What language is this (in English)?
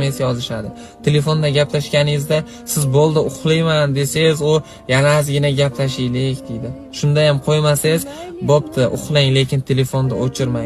Uzbek